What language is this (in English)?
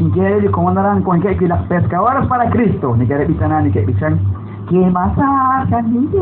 Kekchí